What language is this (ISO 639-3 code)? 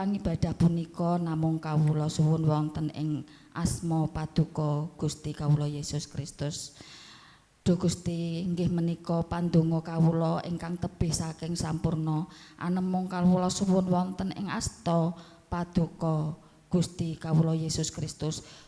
jav